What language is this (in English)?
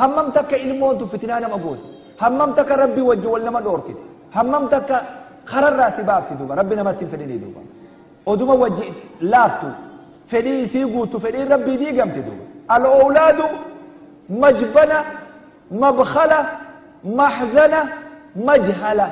Oromo